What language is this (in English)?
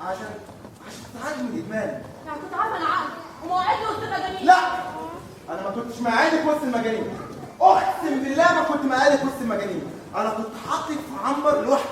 Egyptian Arabic